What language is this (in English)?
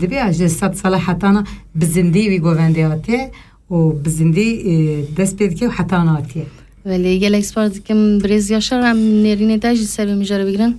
Kurdish